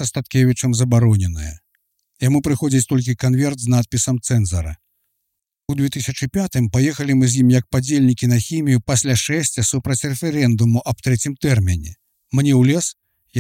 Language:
Belarusian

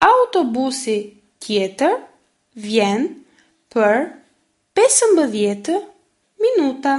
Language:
Albanian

